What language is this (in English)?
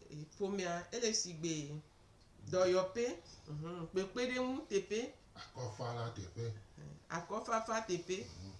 Gen